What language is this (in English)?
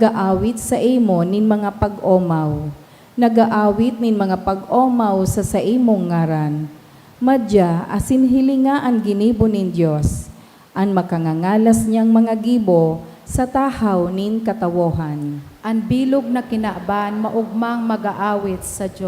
Bikol